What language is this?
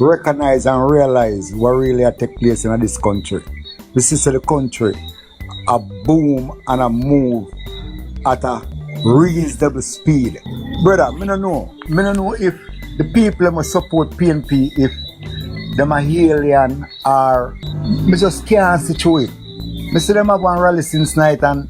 Jamaican Creole English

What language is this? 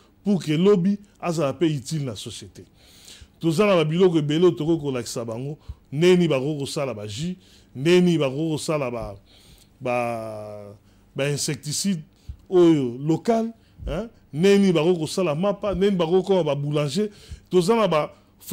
Lingala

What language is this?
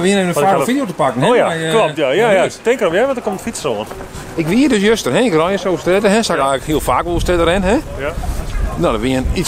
Western Frisian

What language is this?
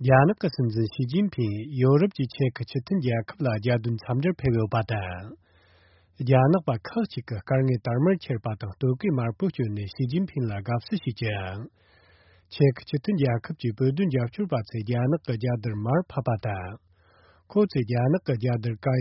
Tibetan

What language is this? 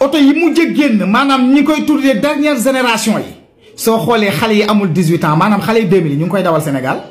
Wolof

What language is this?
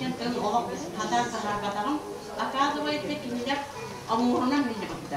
Yakut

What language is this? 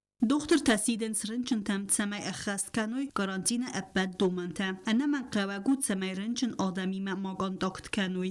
Ossetic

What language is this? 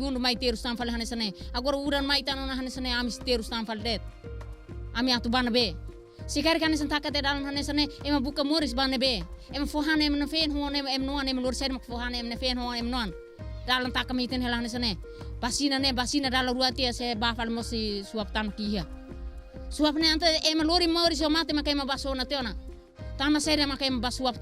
Tetum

